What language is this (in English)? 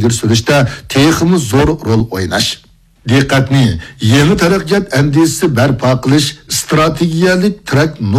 Uyghur